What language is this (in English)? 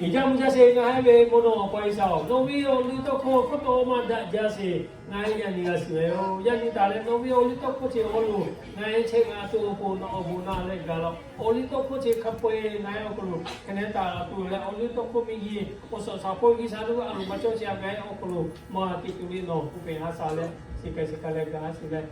Lahu